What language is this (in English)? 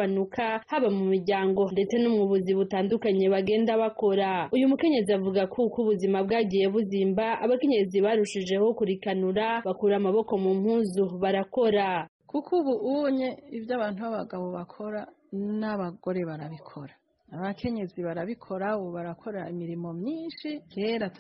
Kinyarwanda